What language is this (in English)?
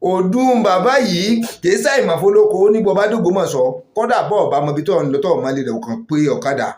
Yoruba